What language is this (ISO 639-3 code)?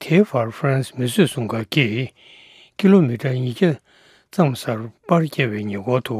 bod